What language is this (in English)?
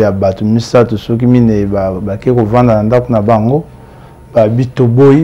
Lingala